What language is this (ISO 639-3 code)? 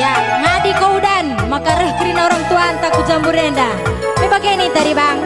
btx